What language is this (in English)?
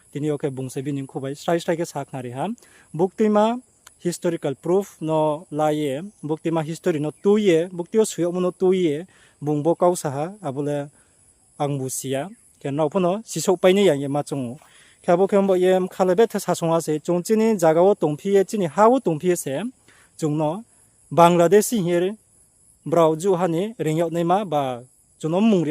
Riang (India)